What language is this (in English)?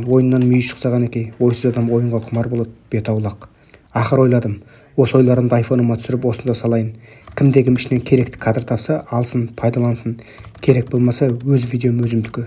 Kyrgyz